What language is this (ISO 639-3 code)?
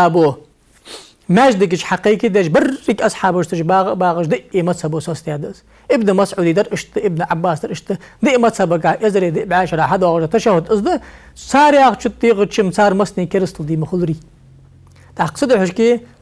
inh